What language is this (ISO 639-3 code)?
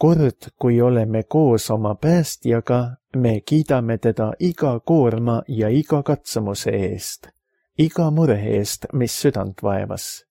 est